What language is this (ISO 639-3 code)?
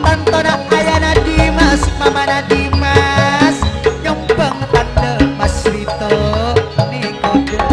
mad